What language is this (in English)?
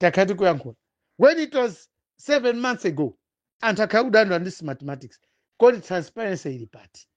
Nyanja